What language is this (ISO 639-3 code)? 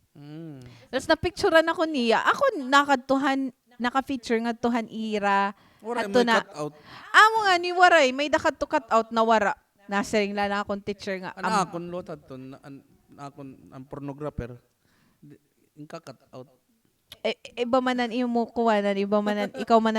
war